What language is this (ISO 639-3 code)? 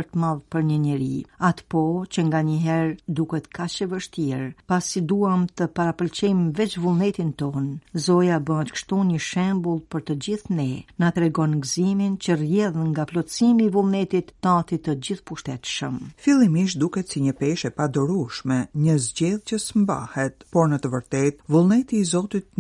sqi